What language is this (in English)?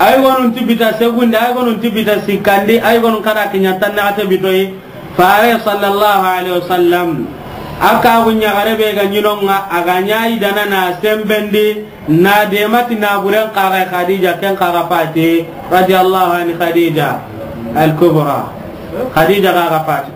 Soninke